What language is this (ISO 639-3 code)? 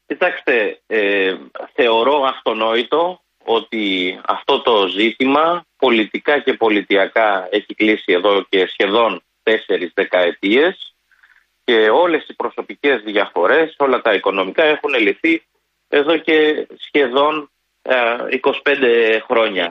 ell